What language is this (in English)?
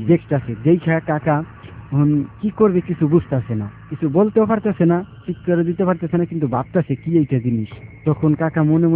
Bangla